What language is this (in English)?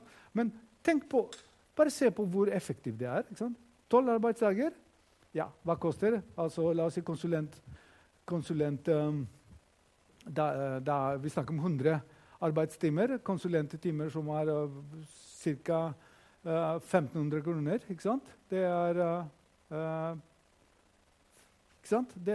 Norwegian